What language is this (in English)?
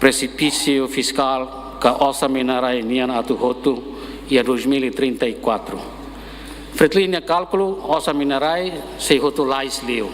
Tetum